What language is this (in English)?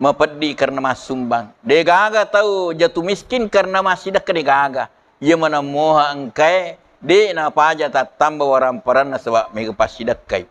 Buginese